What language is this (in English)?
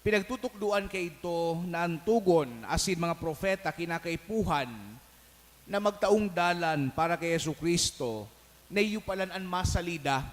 Bikol